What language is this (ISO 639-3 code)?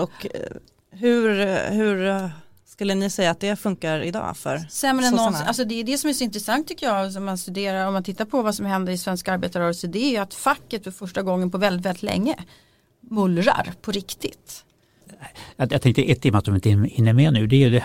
swe